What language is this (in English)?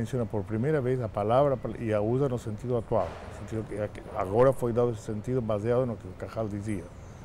Portuguese